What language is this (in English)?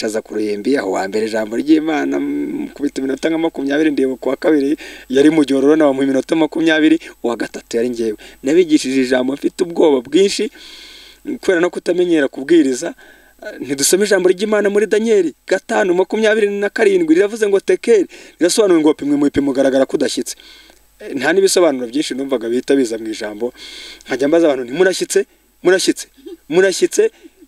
Kinyarwanda